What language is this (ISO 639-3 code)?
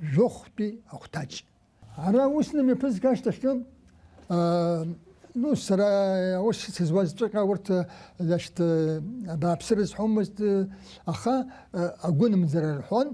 abk